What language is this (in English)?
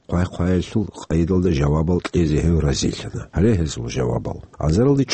Avaric